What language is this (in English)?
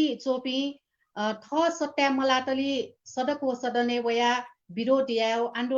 Newari